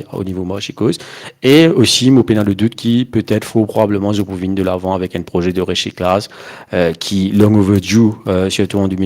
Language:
Morisyen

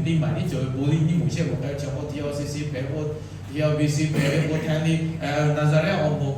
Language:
Lahu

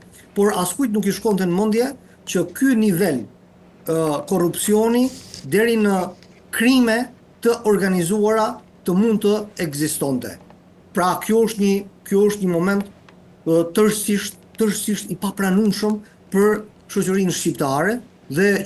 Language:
Albanian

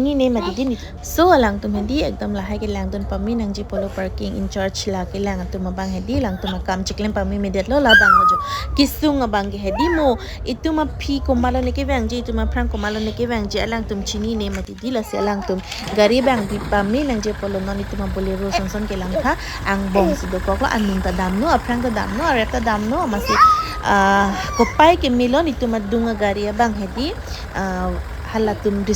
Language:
Karbi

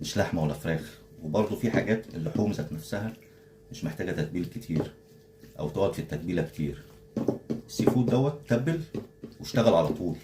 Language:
Egyptian Arabic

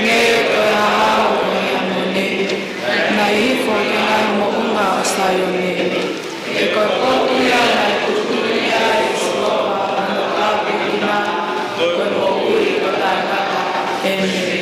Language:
Tongan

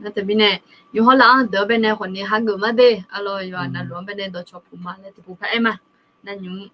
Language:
Akha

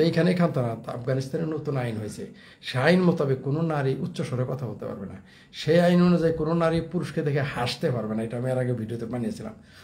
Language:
Bangla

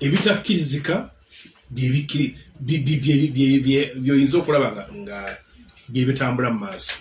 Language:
Ganda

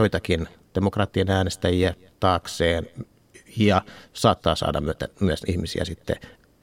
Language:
Finnish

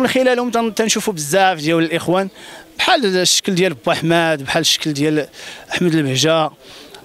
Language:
Moroccan Arabic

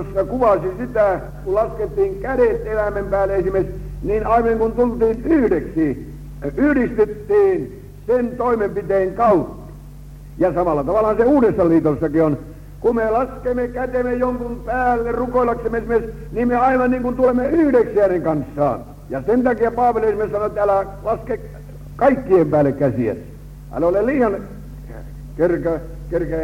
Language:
Finnish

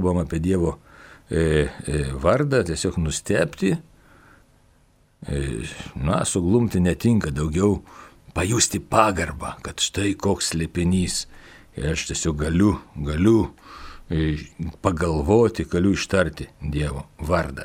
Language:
Lithuanian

